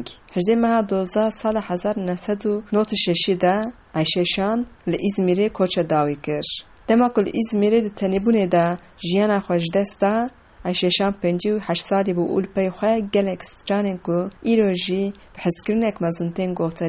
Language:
Kurdish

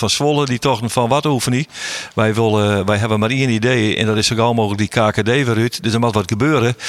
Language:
Western Frisian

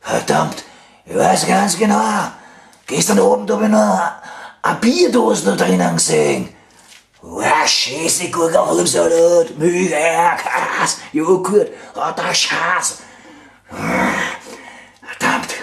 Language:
Bavarian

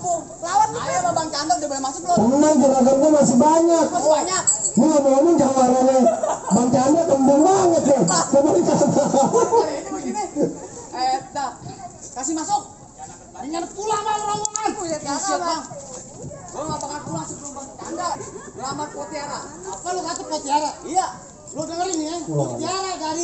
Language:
Betawi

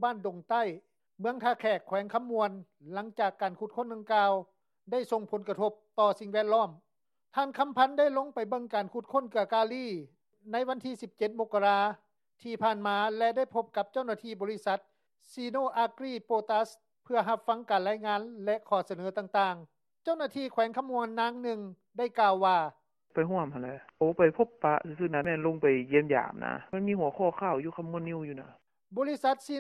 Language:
Lao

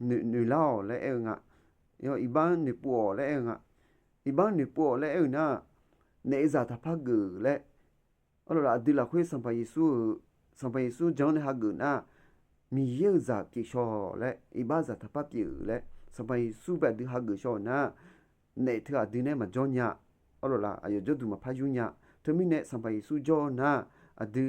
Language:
Akha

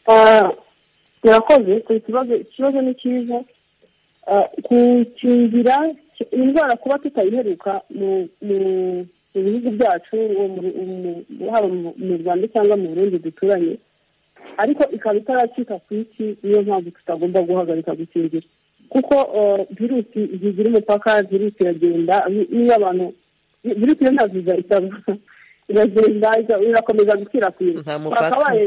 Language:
Kinyarwanda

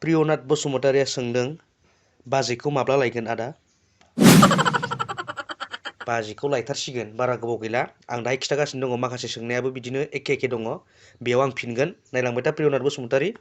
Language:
Bodo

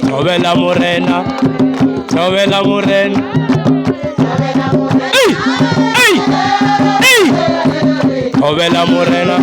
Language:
Venda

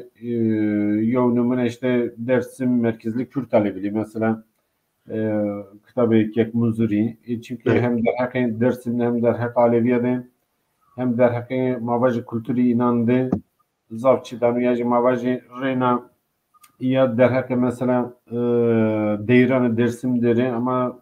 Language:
Zaza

